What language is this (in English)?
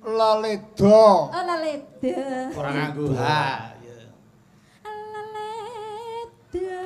Javanese